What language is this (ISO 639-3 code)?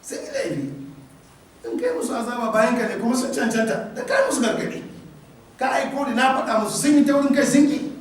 hau